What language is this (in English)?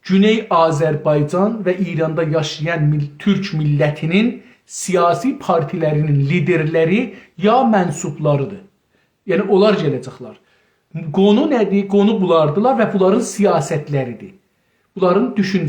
South Azerbaijani